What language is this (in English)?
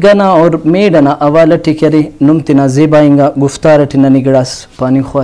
Brahui